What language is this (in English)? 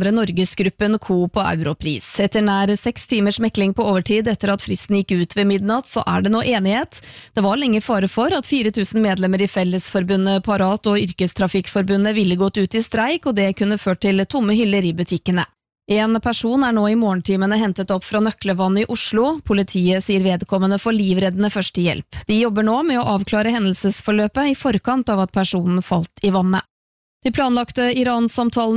Norwegian